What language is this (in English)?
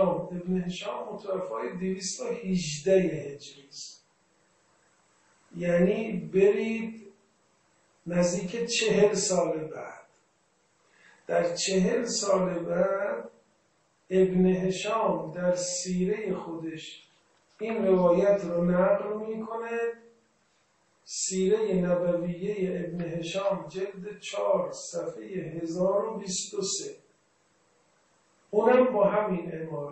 Persian